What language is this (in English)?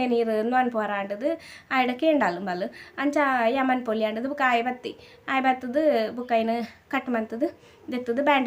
Tulu